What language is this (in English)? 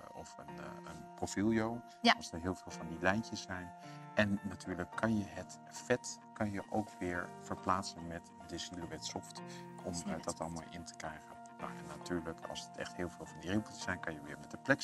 Dutch